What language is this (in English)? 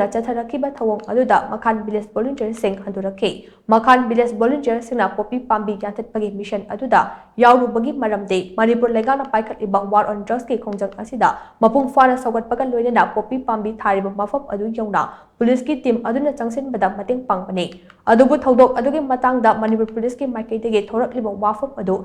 Manipuri